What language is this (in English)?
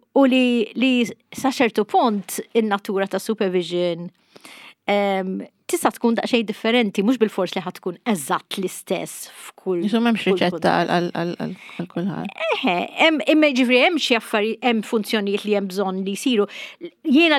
Maltese